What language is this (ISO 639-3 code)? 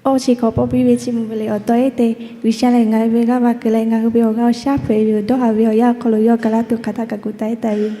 lhu